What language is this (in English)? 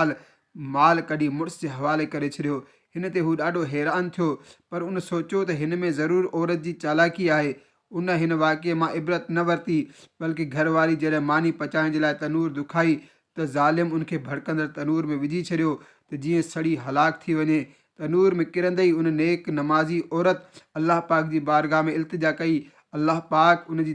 Sindhi